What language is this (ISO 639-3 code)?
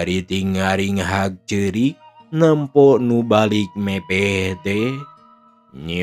sun